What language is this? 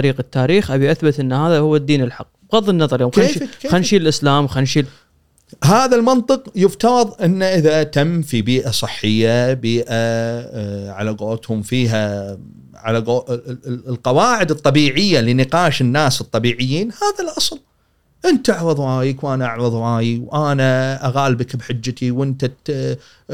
Gulf Arabic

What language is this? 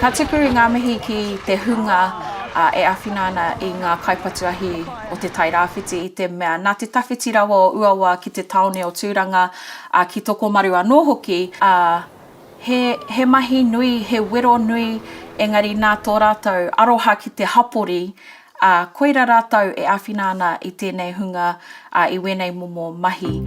Māori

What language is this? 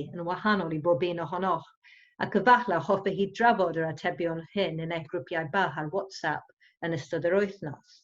Welsh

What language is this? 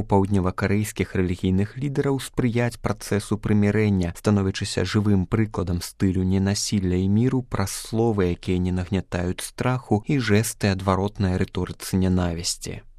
Belarusian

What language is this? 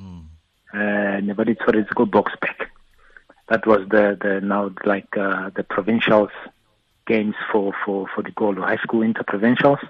Tswana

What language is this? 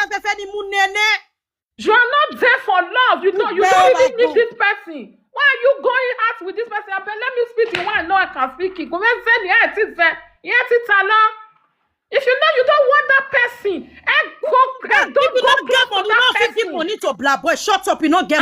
Nigerian Pidgin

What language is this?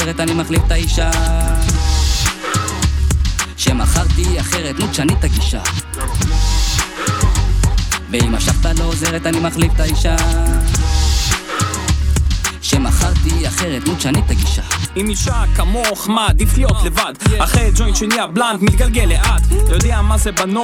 Hebrew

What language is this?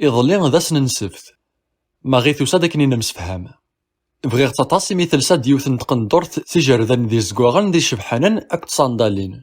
Kabyle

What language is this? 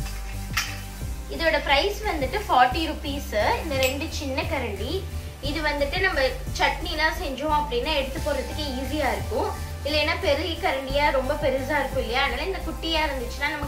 Tamil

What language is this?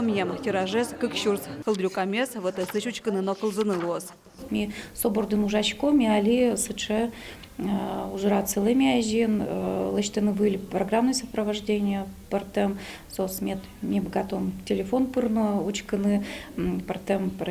Udmurt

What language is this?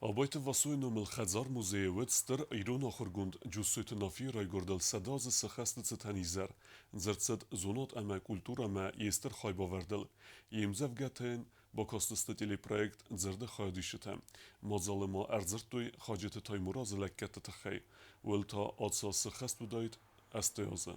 Ossetic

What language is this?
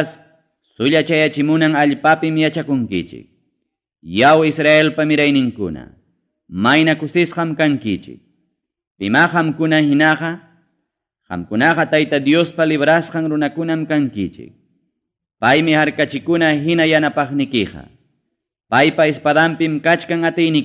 Ayacucho Quechua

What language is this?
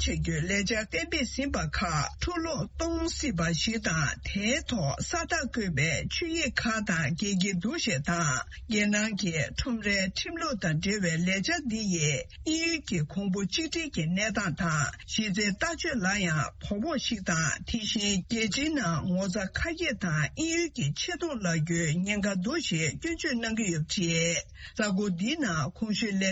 Tibetan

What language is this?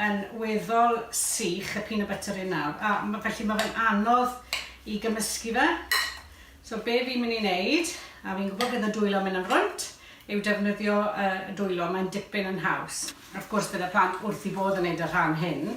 Welsh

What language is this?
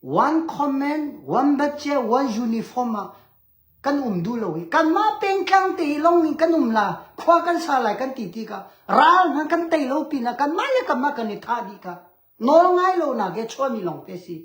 Hakha Chin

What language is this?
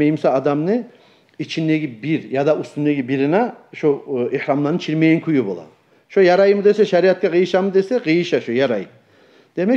Kumyk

